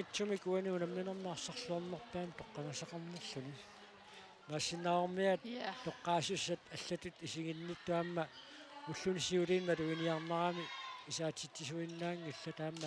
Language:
Kalaallisut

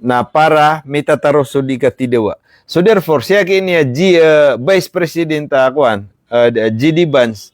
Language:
Maranao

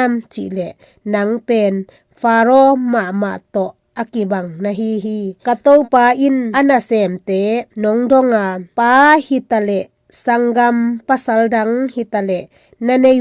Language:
Tedim Chin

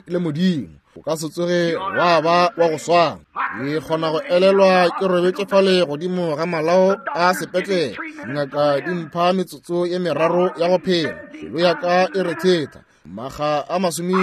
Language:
Northern Sotho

